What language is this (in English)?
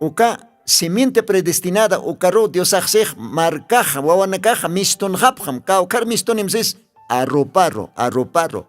Aymara